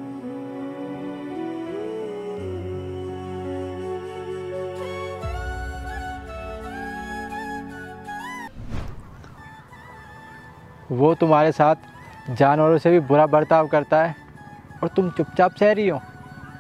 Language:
Hindi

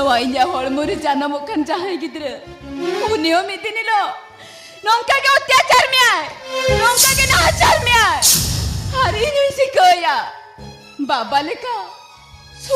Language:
Santali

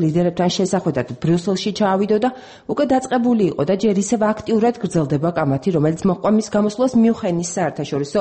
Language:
Georgian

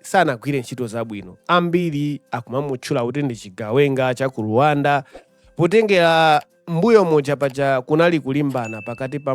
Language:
Nyanja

